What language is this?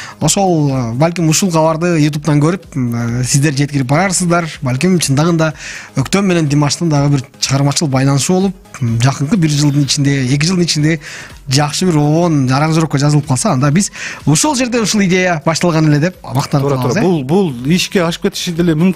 Kyrgyz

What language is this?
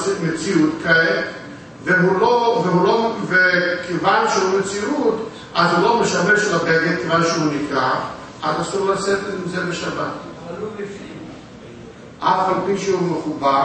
Hebrew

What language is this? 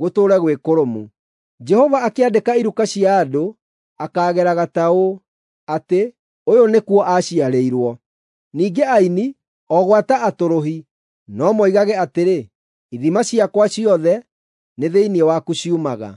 Kikuyu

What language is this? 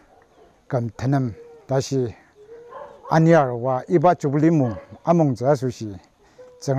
Ao Naga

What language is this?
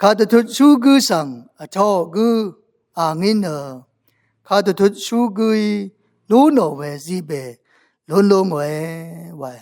Rawang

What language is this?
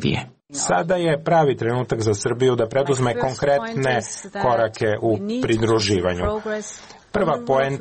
Serbian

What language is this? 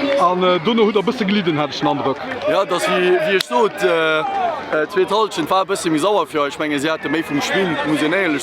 Luxembourgish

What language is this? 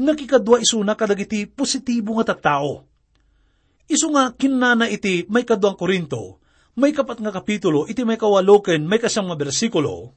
Iloko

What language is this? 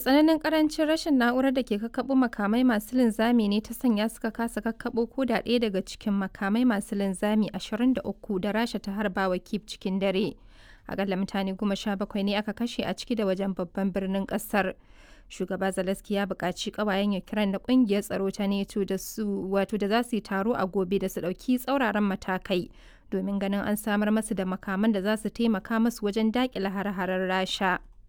Hausa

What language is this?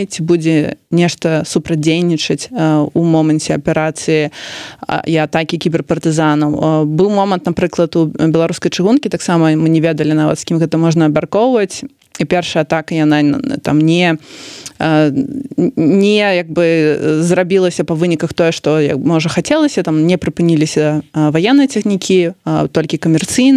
Belarusian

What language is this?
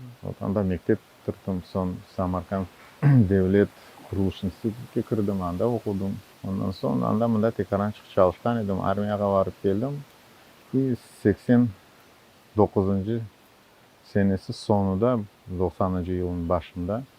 Crimean Tatar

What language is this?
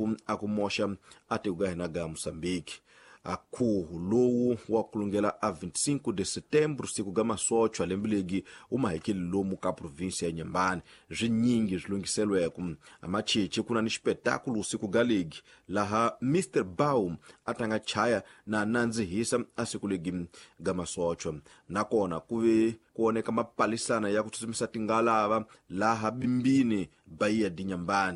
Tsonga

